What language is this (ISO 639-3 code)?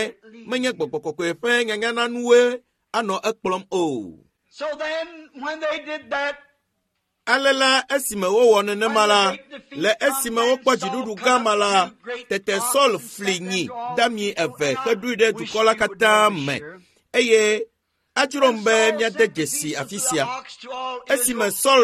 ewe